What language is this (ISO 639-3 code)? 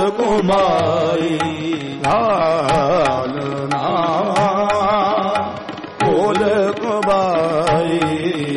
pan